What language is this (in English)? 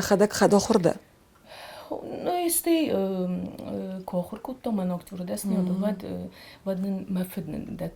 Ossetic